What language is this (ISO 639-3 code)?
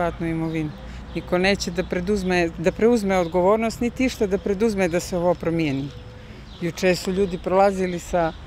bos